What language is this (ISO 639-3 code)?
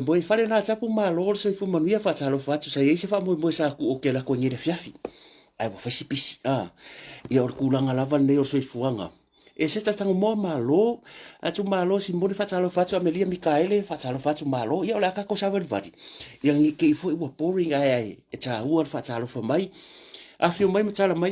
smo